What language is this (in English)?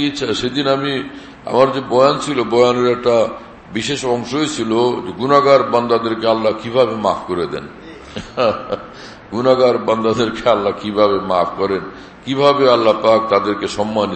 Bangla